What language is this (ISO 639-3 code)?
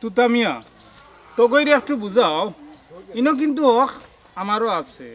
syl